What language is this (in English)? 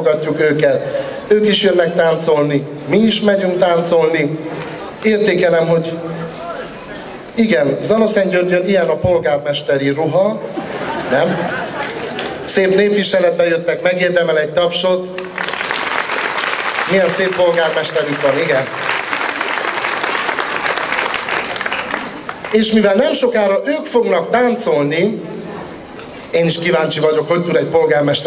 Hungarian